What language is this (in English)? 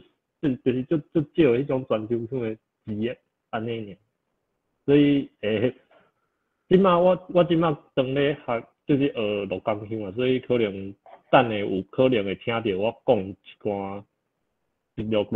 Min Nan Chinese